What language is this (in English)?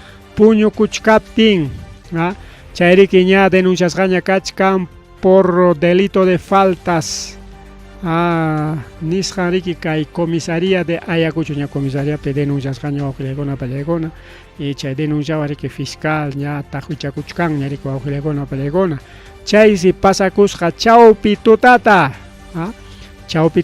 Ayacucho Quechua